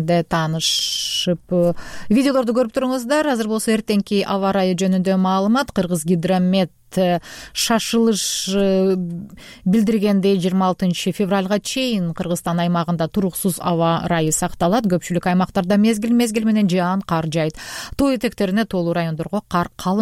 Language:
Kyrgyz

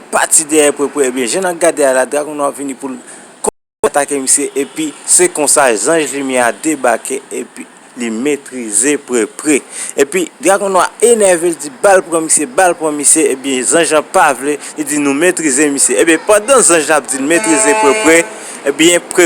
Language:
Haitian Creole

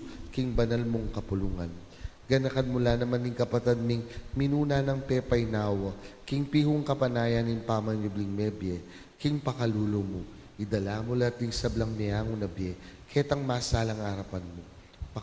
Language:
Pampanga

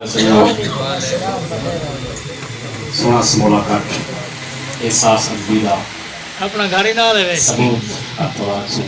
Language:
Saraiki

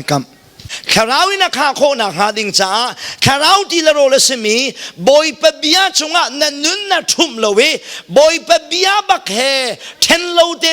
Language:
Hakha Chin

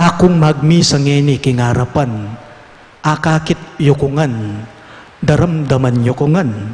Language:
Pampanga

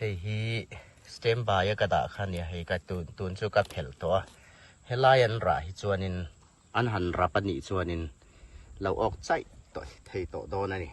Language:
Hmar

